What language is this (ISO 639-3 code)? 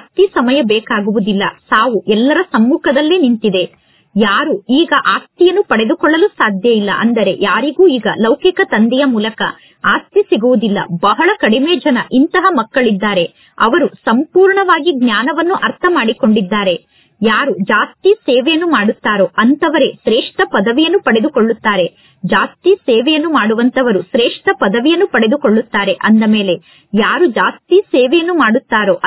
kan